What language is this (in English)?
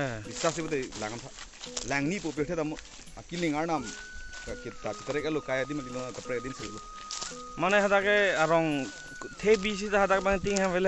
Karbi